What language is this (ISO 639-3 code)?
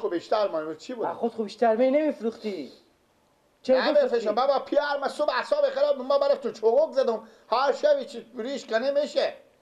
fas